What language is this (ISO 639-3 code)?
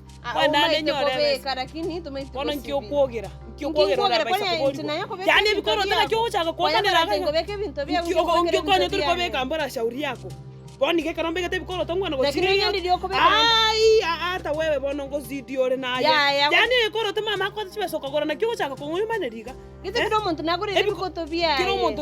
guz